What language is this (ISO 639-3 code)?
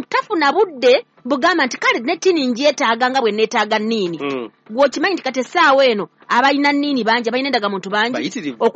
lug